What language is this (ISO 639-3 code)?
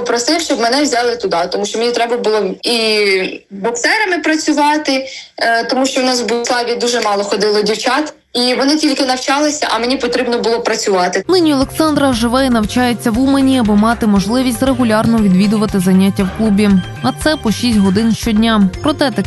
ukr